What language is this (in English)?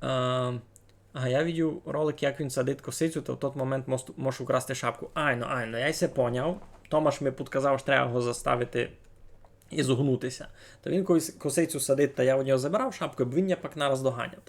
Rusyn